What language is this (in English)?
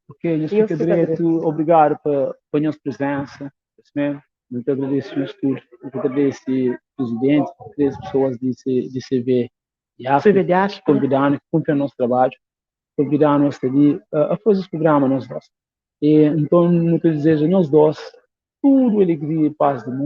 Kabuverdianu